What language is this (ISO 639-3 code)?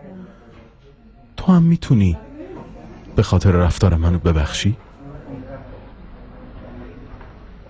fas